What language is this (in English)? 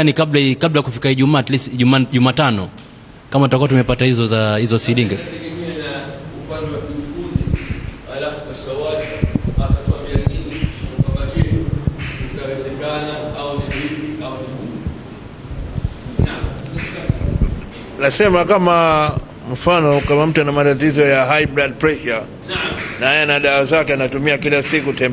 Swahili